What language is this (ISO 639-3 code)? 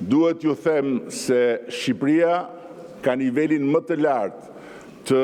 sqi